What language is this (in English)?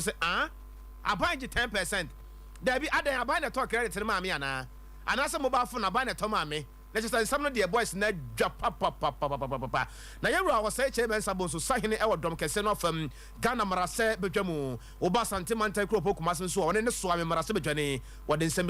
Akan